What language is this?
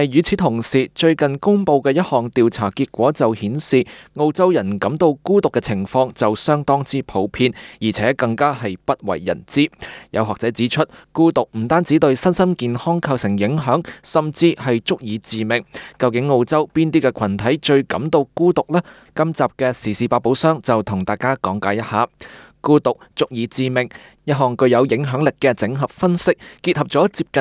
Cantonese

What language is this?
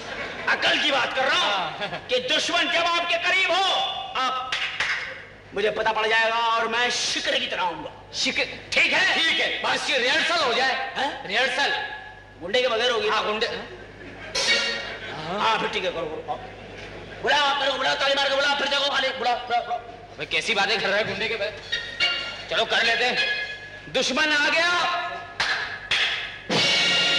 Hindi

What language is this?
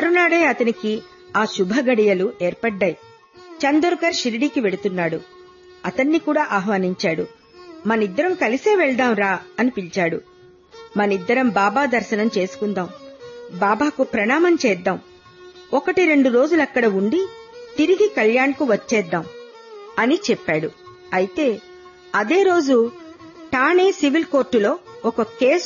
Telugu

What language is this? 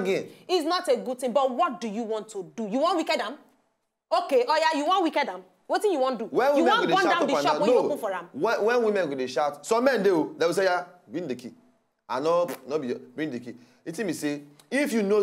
Nigerian Pidgin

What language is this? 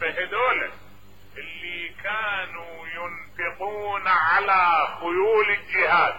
Mesopotamian Arabic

